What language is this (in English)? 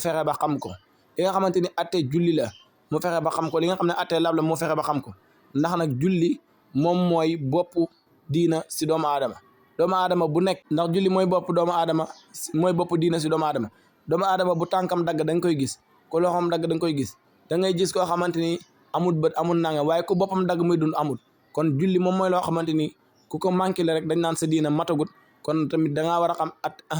Wolof